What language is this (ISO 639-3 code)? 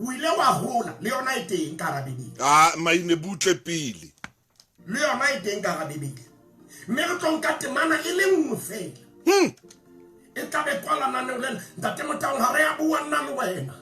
sot